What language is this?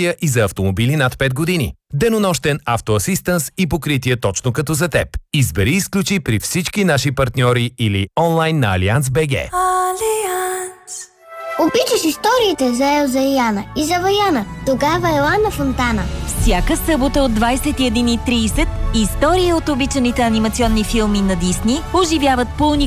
Bulgarian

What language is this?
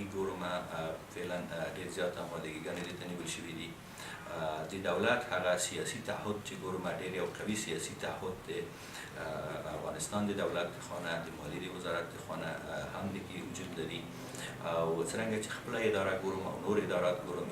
Pashto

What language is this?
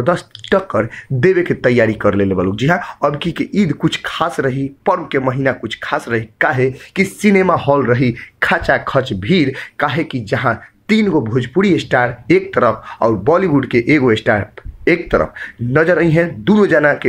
Bhojpuri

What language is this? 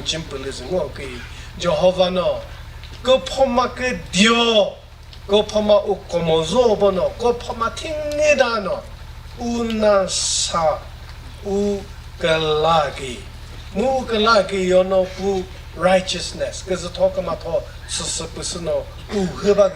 Chokri Naga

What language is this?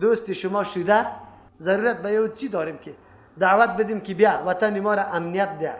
Persian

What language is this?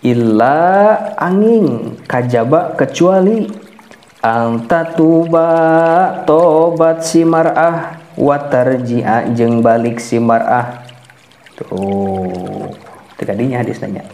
Sundanese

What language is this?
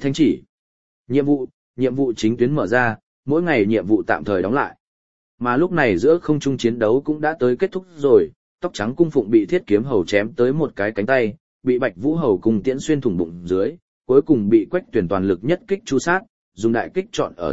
Vietnamese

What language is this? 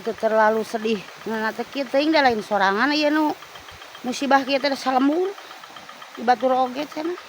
Sundanese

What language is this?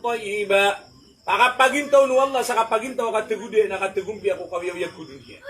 Maranao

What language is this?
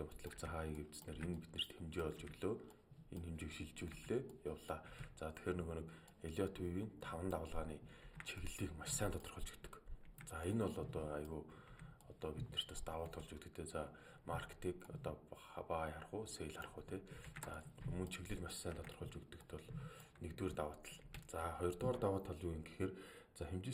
Mongolian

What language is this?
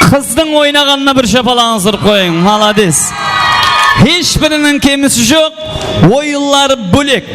Kara-Kalpak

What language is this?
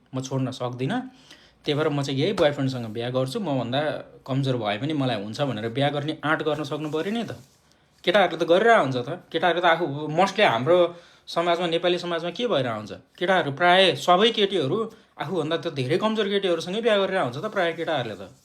Nepali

